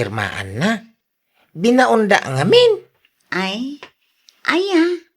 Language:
Iloko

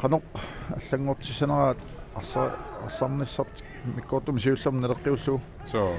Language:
Kalaallisut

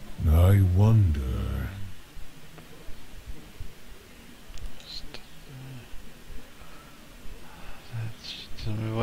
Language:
Czech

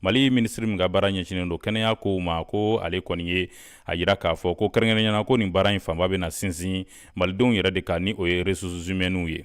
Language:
Bambara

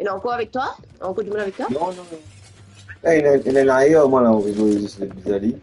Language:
Morisyen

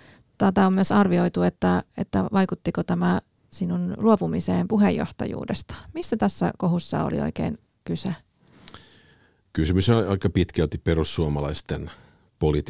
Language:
Finnish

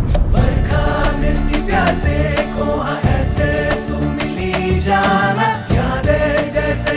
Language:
Hindi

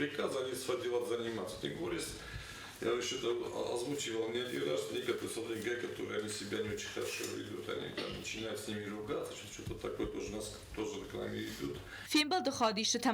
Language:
Ossetic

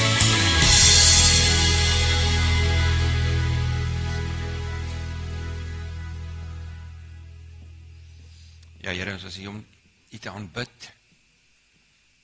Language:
Afrikaans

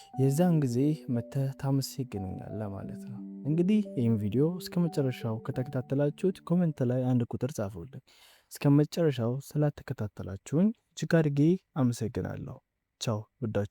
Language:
Amharic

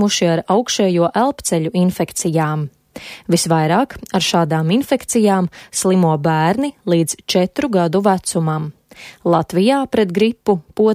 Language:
Latvian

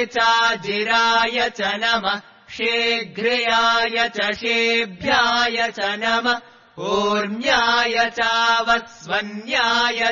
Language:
Sanskrit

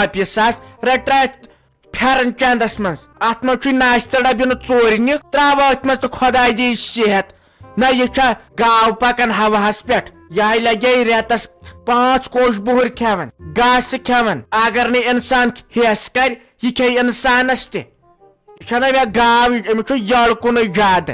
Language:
Kashmiri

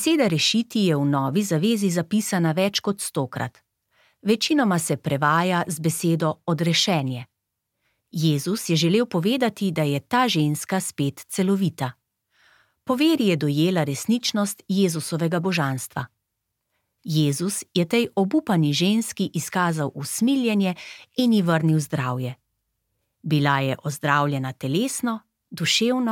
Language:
Slovenian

